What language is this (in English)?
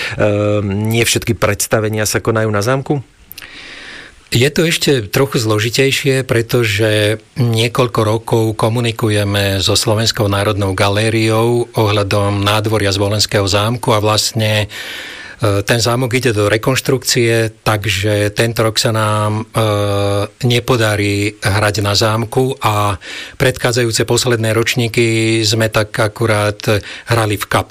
Slovak